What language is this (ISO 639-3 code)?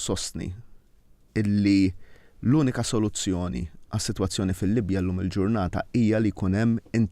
mlt